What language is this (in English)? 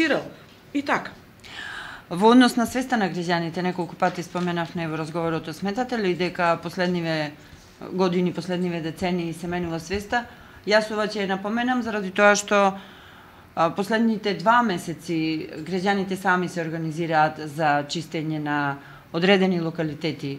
Macedonian